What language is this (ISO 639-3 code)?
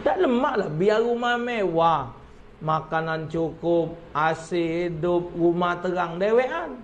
mui